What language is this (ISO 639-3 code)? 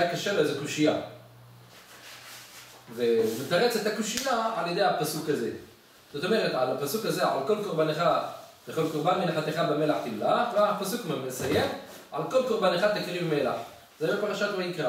heb